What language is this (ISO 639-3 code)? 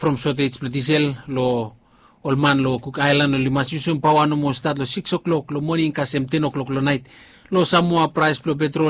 bis